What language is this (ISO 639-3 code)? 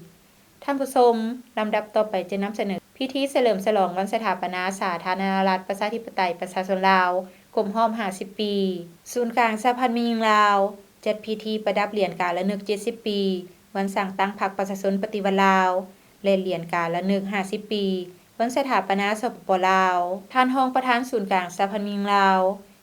lao